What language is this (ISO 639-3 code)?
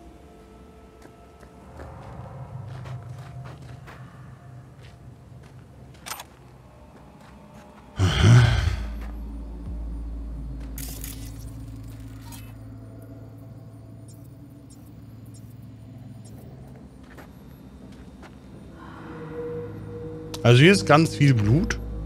deu